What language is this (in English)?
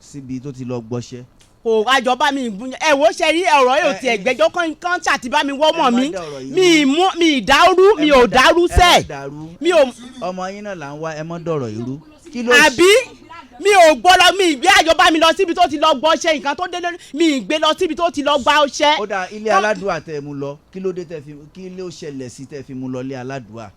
Yoruba